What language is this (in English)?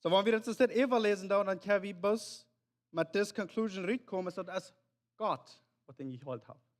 Plautdietsch